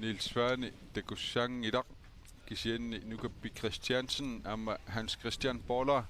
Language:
Kalaallisut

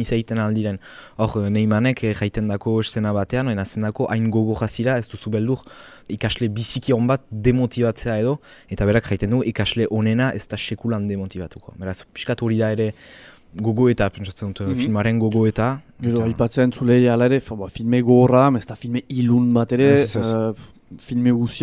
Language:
Basque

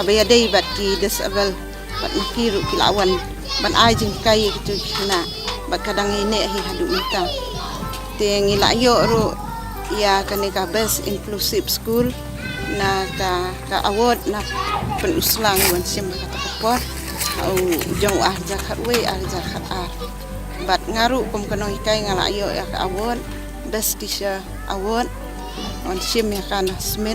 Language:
Khasi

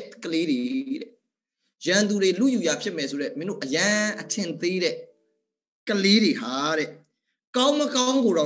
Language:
Burmese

